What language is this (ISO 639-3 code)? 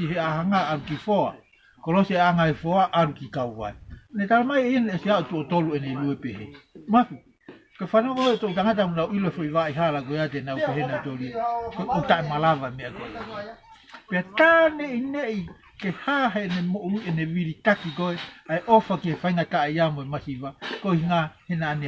ton